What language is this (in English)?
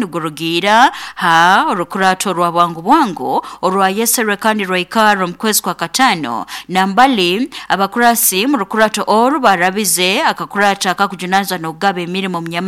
Nyoro